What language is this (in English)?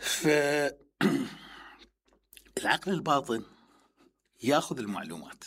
Mesopotamian Arabic